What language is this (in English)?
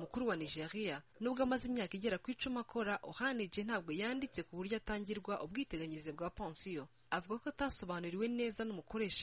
Kinyarwanda